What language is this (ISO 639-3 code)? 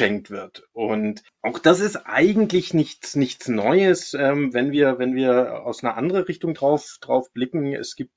deu